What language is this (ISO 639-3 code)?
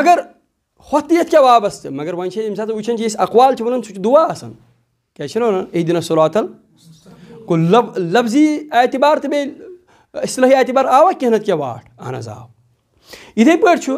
kas